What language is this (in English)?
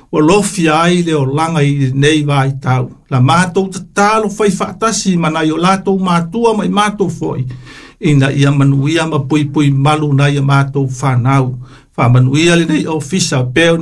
Samoan